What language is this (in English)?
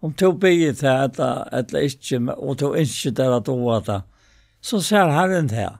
Faroese